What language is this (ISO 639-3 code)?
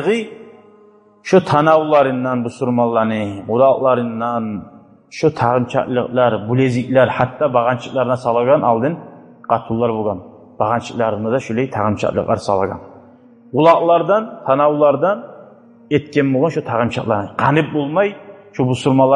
kum